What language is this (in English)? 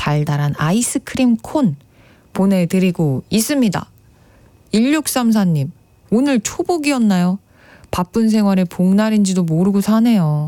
Korean